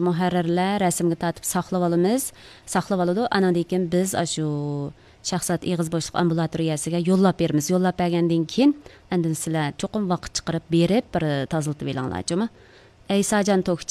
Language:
Uyghur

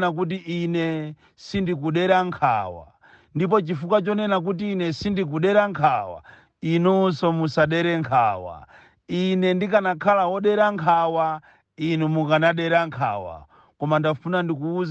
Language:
Nyanja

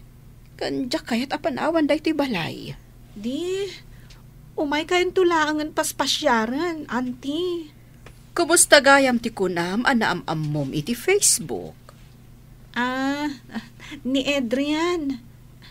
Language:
Iloko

